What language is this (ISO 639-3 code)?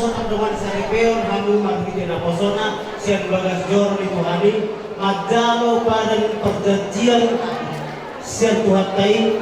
bbc